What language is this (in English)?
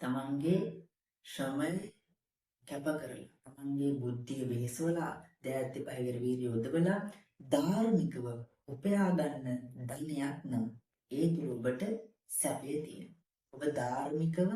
Sinhala